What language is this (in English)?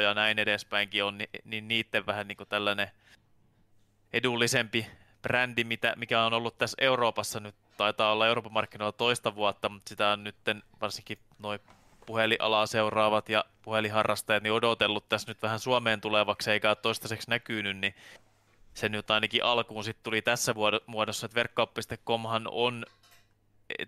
Finnish